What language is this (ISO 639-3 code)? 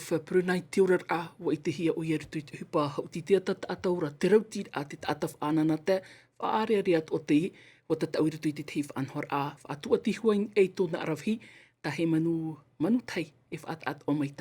tah